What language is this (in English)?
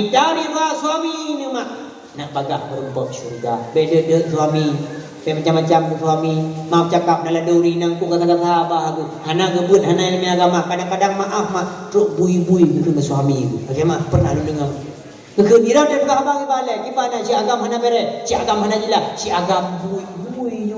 Achinese